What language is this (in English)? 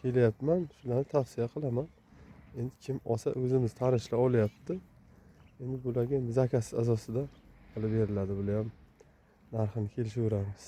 Uzbek